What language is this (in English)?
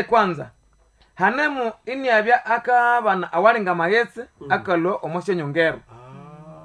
Nande